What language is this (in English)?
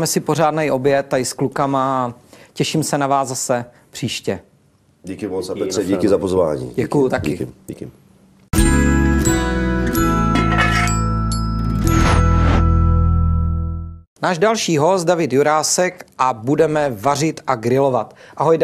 Czech